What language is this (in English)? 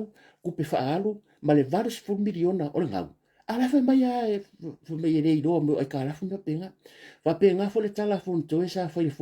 Samoan